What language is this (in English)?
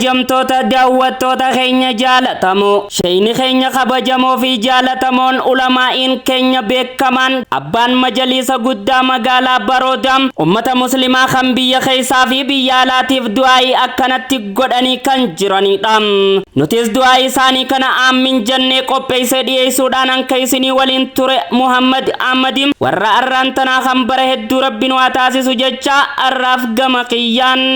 Oromo